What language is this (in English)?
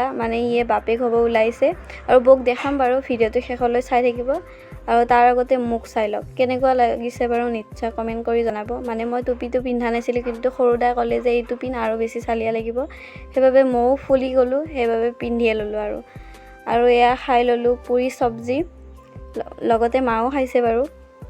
Assamese